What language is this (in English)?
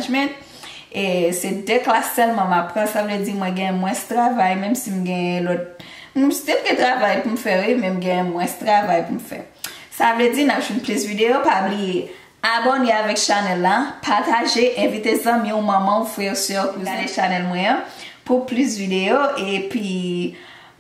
Haitian Creole